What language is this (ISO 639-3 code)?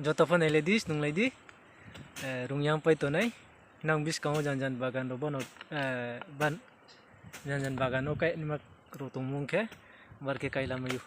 ria